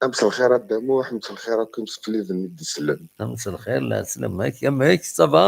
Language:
Kabyle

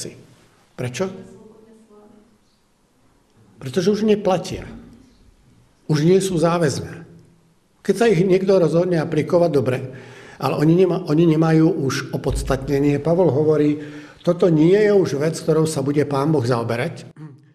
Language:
Slovak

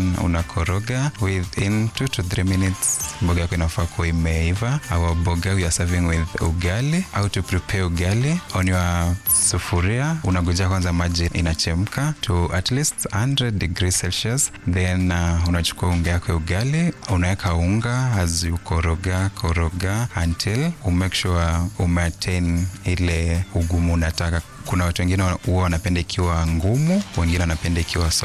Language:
Swahili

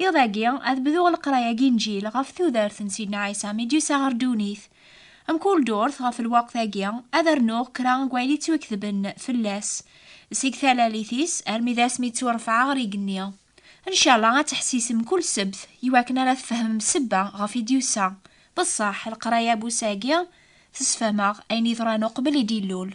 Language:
Kabyle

